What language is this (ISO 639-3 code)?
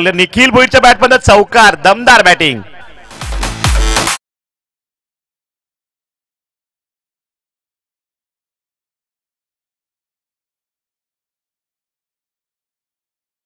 mar